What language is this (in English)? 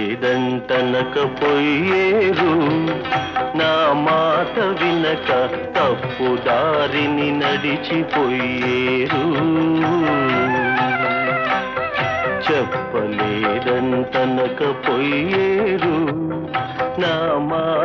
Telugu